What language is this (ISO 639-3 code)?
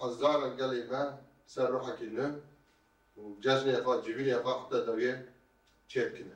kur